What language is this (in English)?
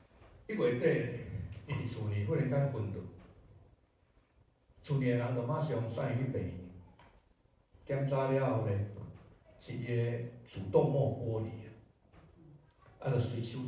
Min Nan Chinese